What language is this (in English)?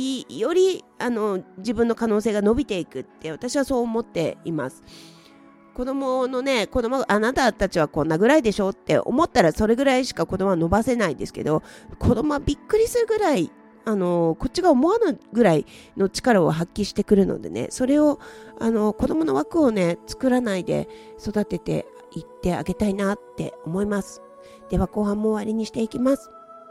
Japanese